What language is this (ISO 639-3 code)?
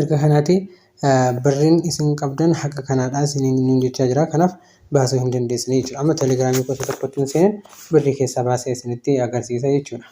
orm